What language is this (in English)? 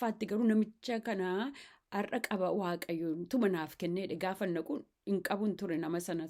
Oromo